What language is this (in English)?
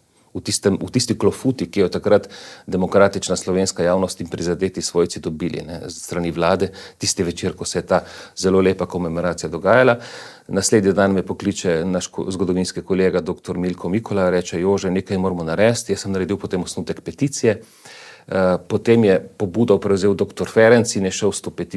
Slovenian